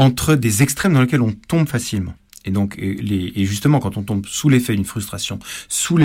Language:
French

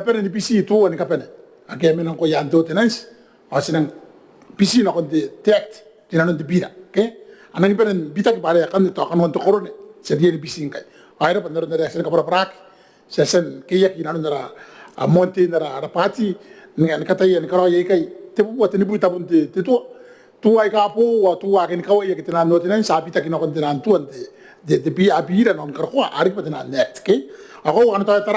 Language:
Gilbertese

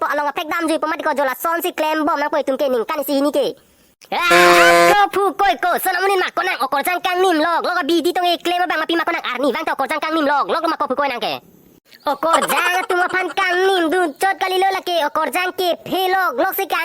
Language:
Karbi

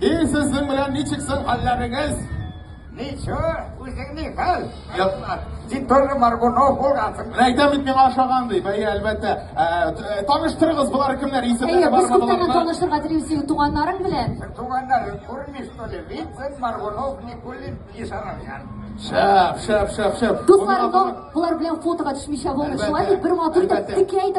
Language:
Tatar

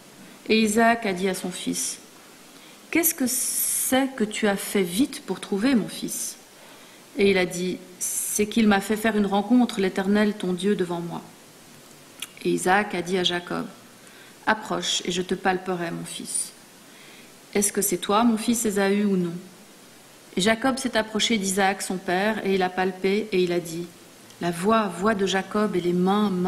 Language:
French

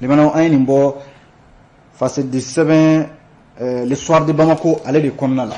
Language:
Bambara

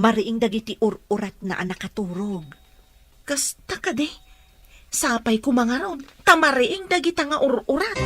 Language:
Iloko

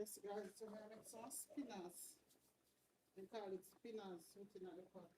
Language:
Jamaican Creole English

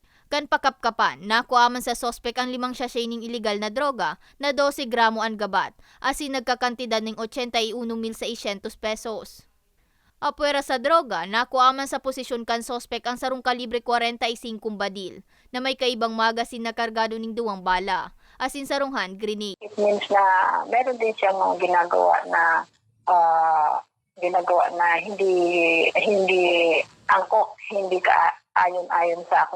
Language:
Bikol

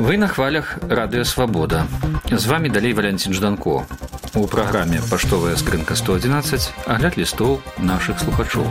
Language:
Belarusian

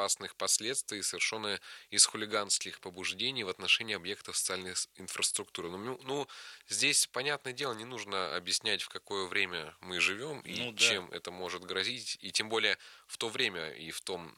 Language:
Russian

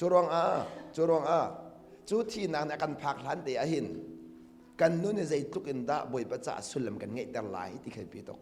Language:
Hakha Chin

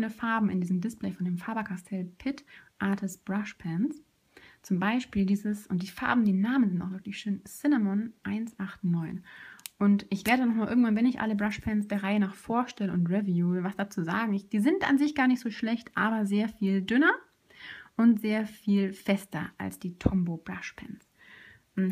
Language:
German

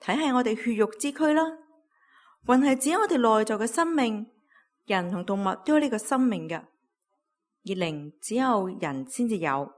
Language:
Cantonese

